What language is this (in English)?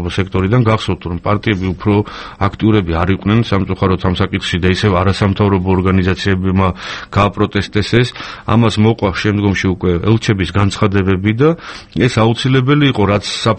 Georgian